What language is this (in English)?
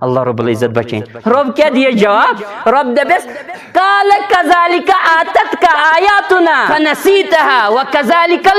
Kashmiri